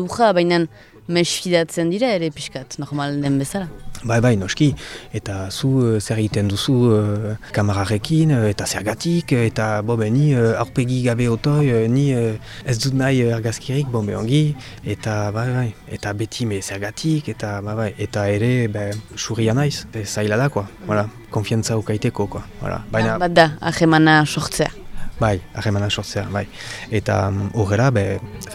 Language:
Basque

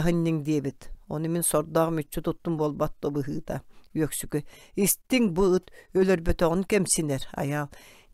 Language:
Yakut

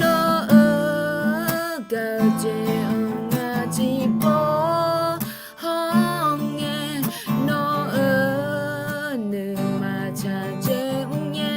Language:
Akha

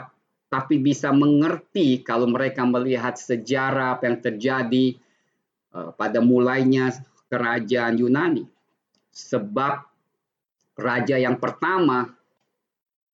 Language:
Indonesian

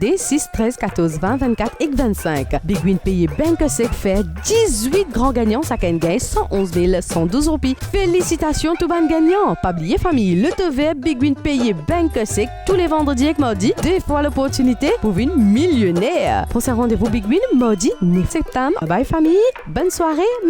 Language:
Morisyen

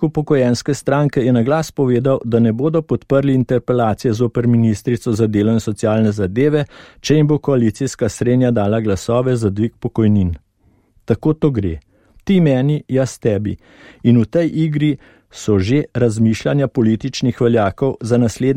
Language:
Slovenian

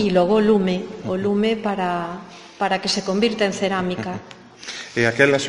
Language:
Galician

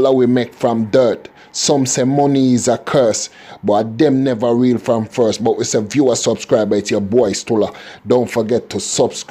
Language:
Jamaican Creole English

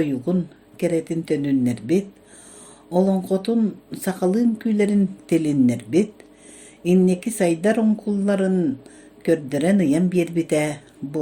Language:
Yakut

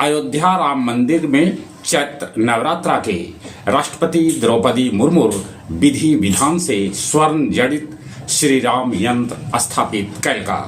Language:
Magahi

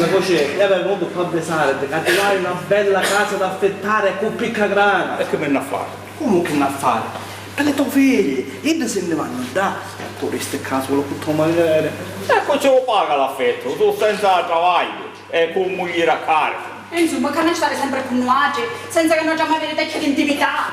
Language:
Sicilian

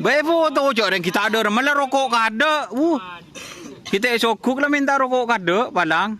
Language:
Madurese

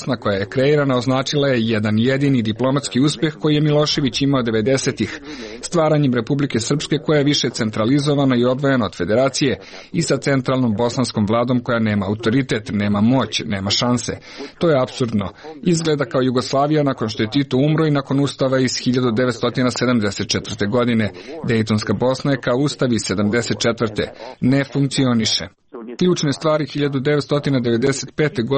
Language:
Serbian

